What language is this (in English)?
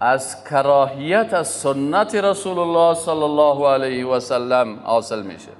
Persian